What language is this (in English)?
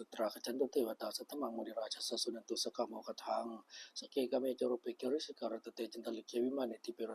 Pali